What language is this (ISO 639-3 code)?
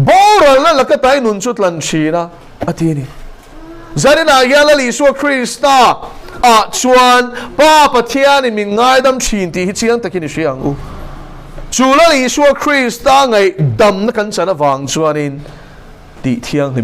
lus